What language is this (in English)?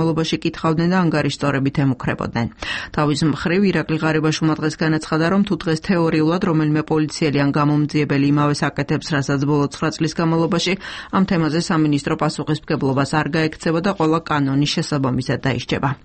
Georgian